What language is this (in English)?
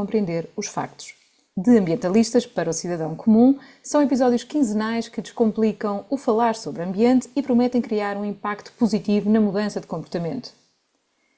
Portuguese